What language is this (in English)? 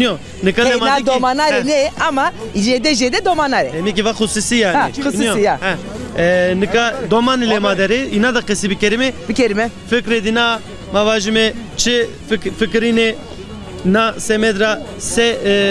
Zaza